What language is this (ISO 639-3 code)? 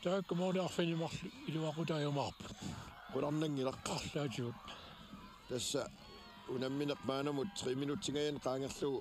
kal